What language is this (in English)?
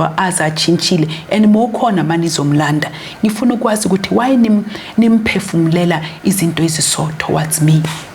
Zulu